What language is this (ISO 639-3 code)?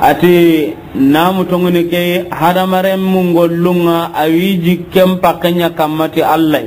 snk